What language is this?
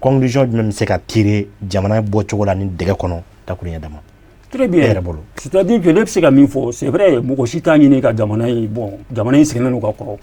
Bambara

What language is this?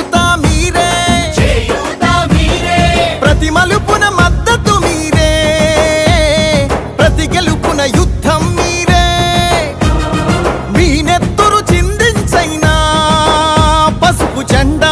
Telugu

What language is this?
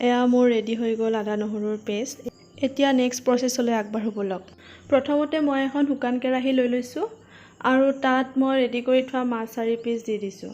Assamese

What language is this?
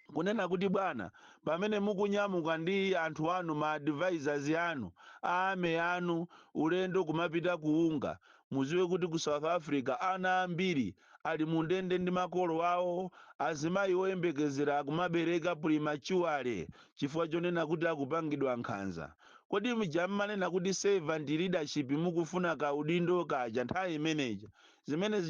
Nyanja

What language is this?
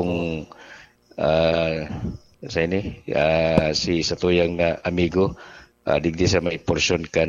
Bikol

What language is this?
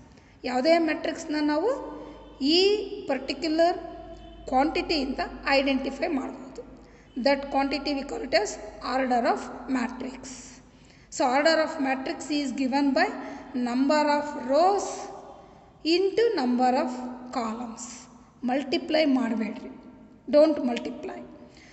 Kannada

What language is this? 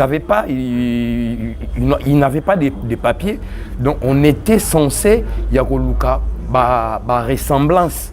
Lingala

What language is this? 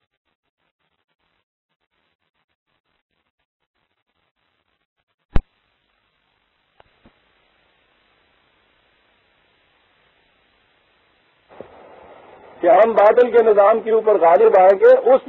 Urdu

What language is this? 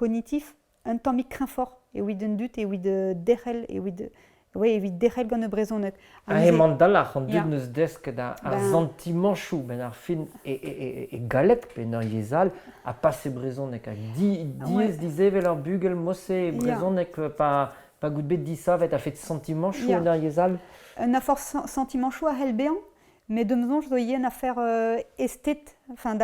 Breton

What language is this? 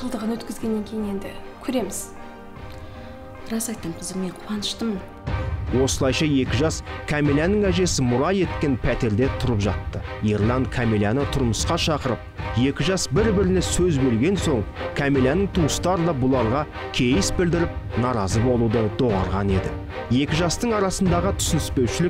Kazakh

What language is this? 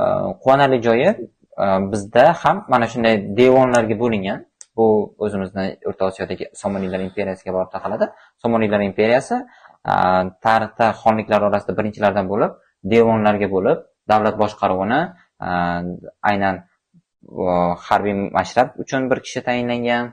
Uzbek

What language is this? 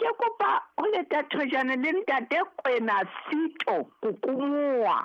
Southern Sotho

